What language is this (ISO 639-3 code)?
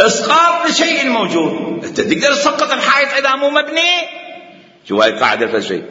acm